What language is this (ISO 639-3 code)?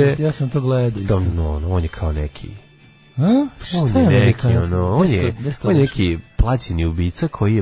srp